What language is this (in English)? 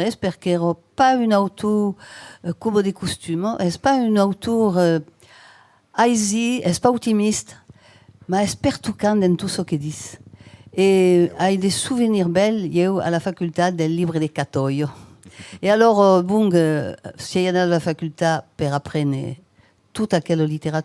Occitan